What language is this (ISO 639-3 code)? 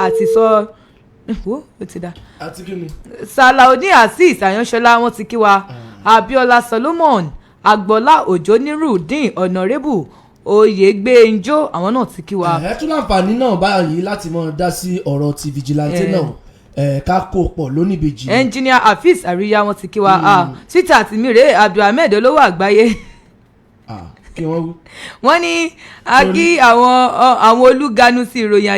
yor